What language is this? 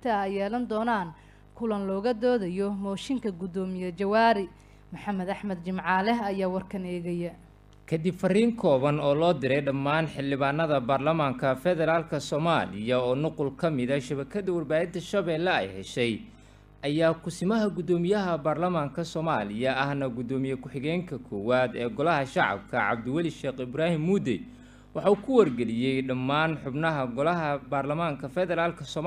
Somali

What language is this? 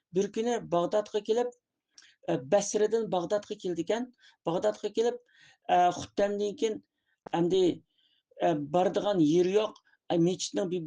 Uyghur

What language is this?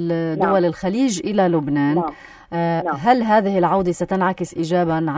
North Levantine Arabic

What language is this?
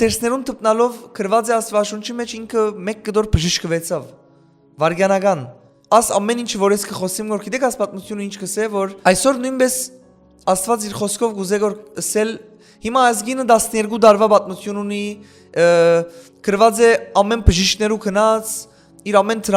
Western Armenian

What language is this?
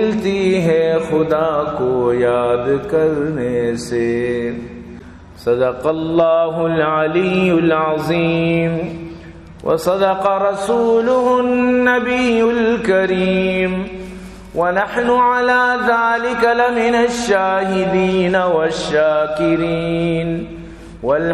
Baluchi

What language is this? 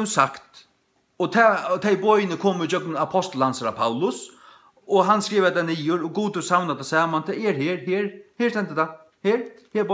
Faroese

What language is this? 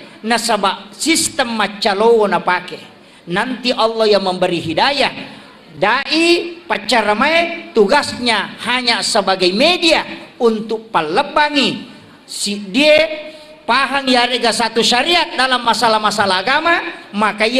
Buginese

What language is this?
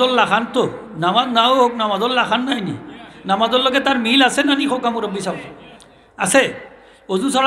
Sylheti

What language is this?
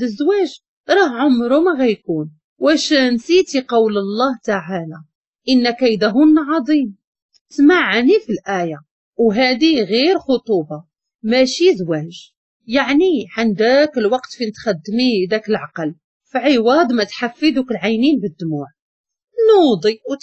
Moroccan Arabic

